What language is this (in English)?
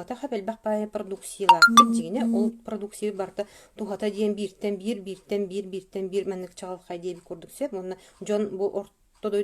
Yakut